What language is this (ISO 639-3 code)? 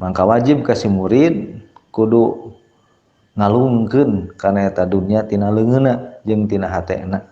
sun